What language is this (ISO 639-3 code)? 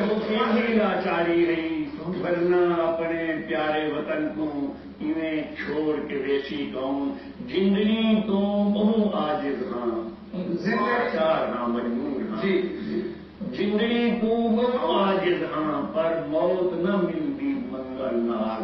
skr